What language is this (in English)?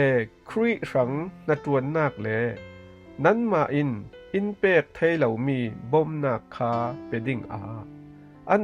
Falam Chin